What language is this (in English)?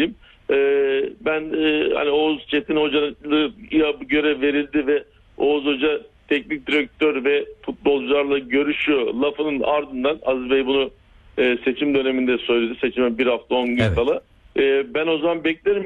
Turkish